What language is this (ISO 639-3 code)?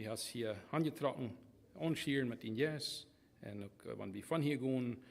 pdt